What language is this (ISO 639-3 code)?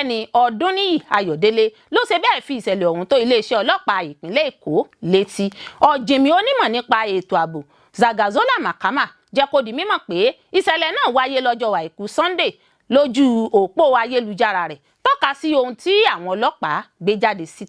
yor